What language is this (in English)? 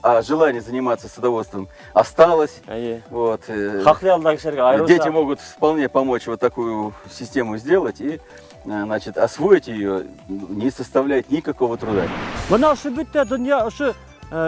Bashkir